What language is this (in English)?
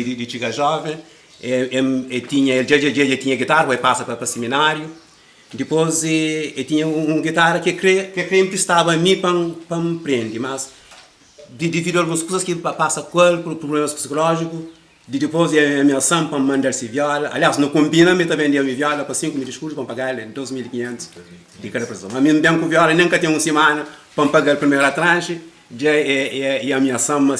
Kabuverdianu